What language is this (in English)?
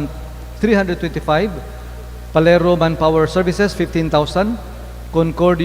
Cebuano